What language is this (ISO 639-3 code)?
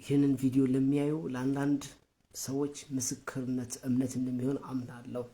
amh